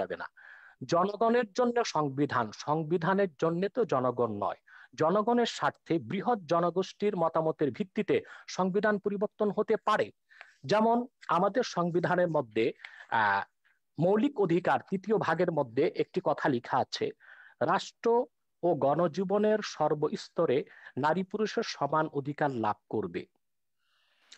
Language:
Bangla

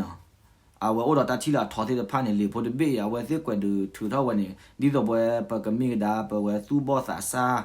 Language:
S'gaw Karen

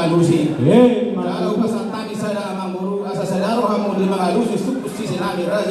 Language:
Batak Toba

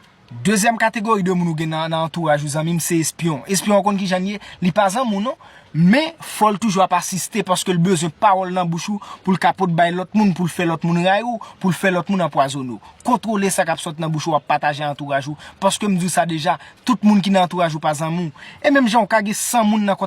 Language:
Haitian Creole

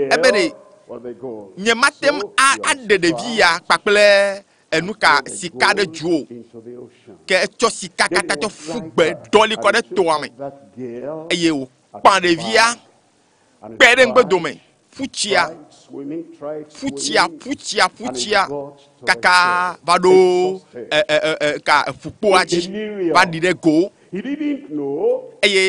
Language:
Ewe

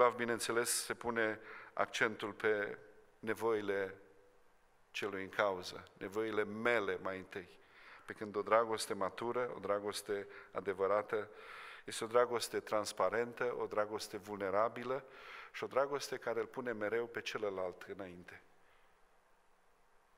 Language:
Romanian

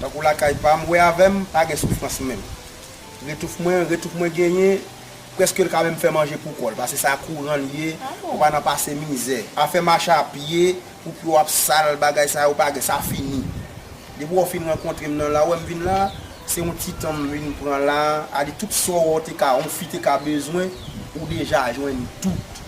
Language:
Haitian Creole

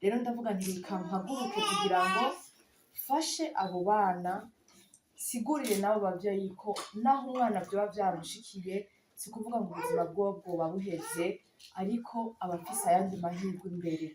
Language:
Rundi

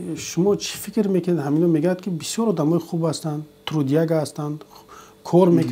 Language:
Tajik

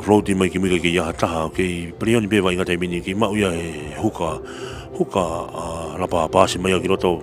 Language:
Tongan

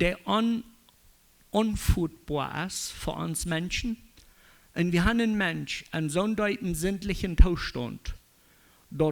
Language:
Plautdietsch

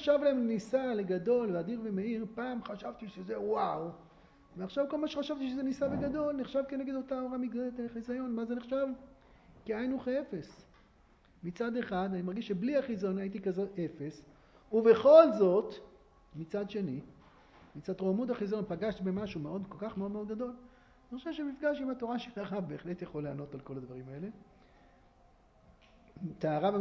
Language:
Hebrew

